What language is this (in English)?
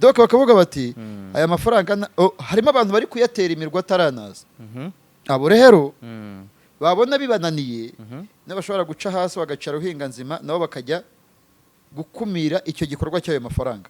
Kinyarwanda